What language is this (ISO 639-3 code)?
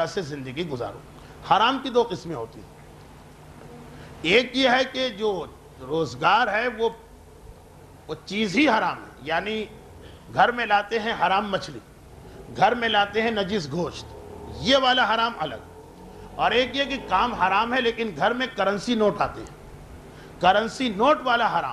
urd